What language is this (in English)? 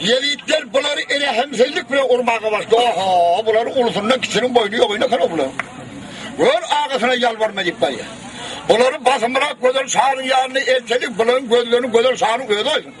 Turkmen